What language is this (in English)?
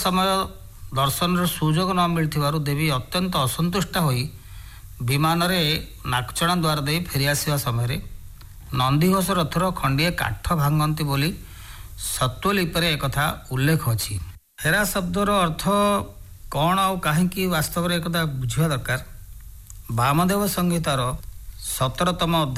Odia